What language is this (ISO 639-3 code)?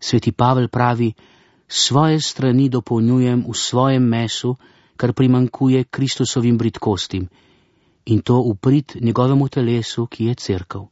slv